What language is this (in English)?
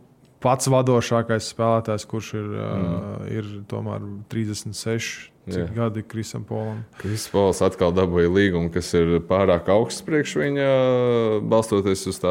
Latvian